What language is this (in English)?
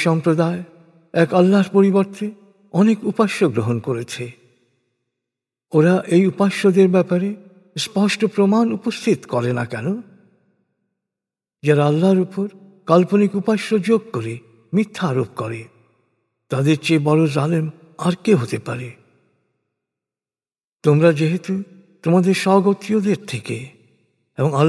Bangla